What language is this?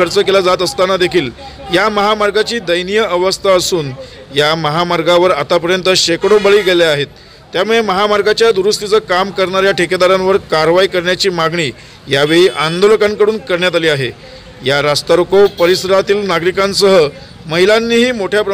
Marathi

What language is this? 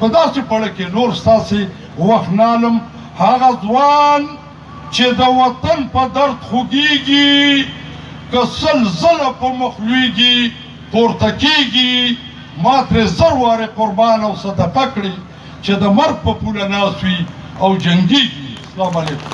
Pashto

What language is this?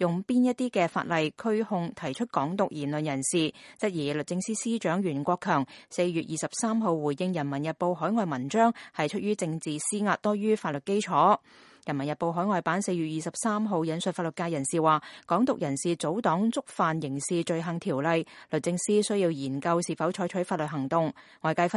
Cantonese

